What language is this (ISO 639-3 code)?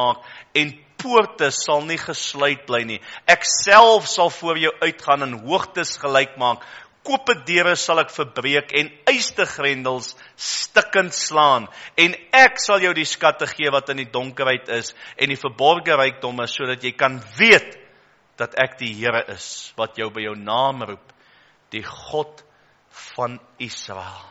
afr